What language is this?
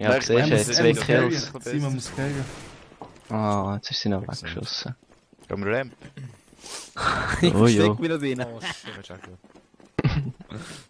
Swiss German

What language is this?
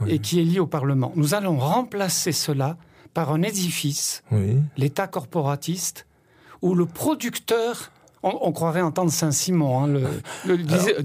French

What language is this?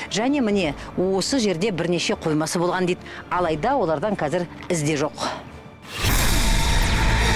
Kazakh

